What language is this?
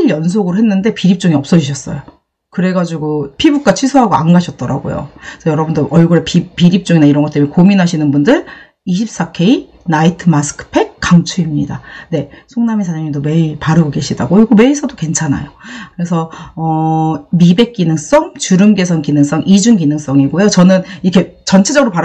Korean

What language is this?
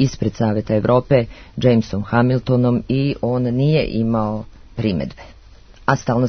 Serbian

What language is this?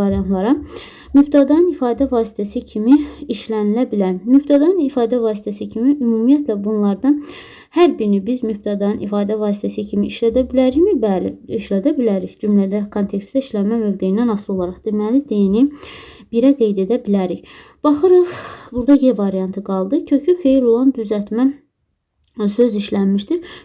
Azerbaijani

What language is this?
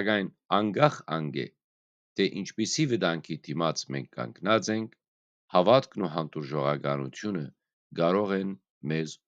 Western Armenian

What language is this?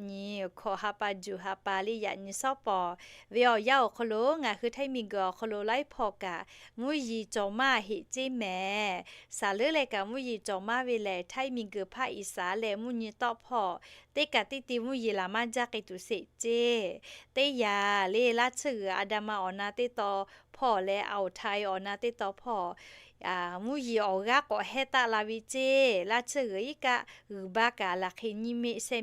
Lahu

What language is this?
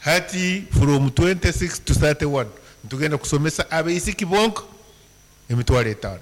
Nyankole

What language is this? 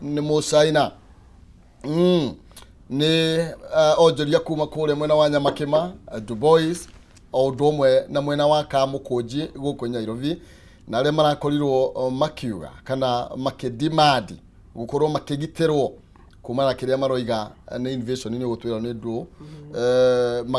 Kikuyu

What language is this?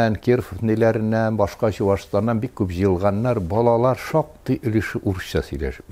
Tatar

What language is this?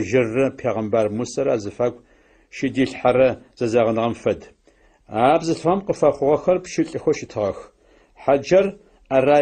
Adyghe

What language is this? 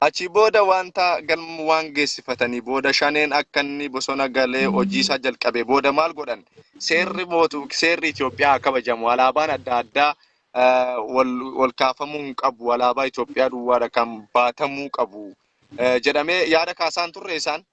Oromo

